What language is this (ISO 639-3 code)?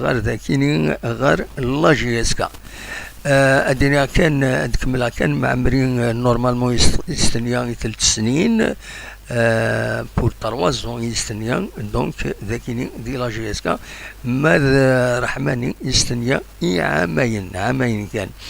kab